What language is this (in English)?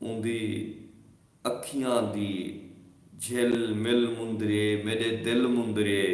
Saraiki